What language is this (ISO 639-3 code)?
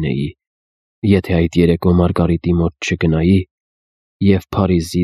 hye